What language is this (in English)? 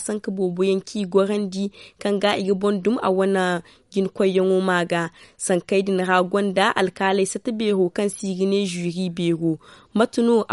Zarma